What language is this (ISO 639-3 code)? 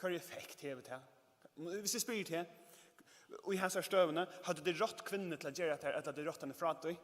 fao